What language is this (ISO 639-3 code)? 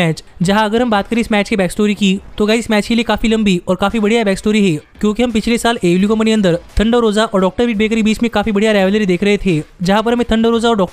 hin